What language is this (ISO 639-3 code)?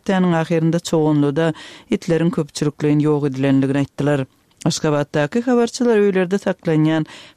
tuk